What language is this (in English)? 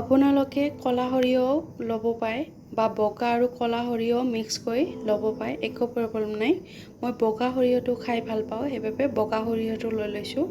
Assamese